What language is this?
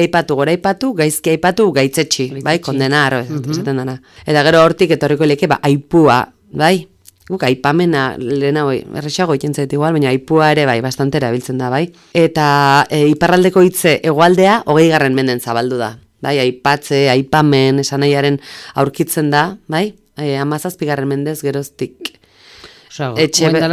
Basque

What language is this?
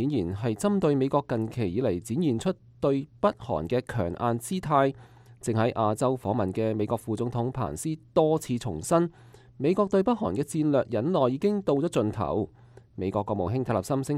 Cantonese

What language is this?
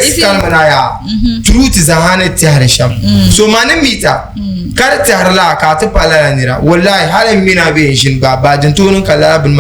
Dagbani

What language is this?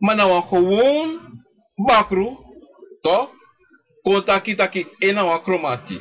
Sranan Tongo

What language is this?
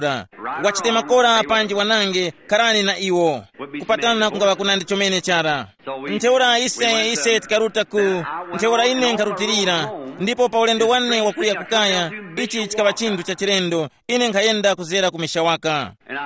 Tumbuka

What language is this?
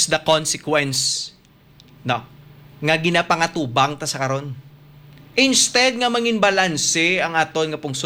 Hiligaynon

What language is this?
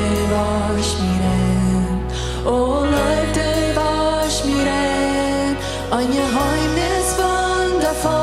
Plautdietsch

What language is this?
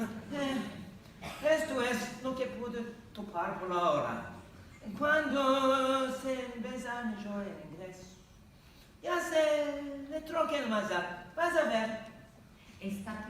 Ladino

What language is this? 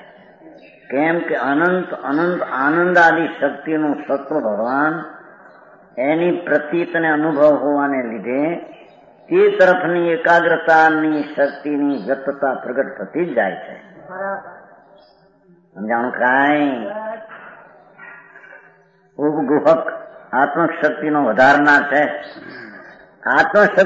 Gujarati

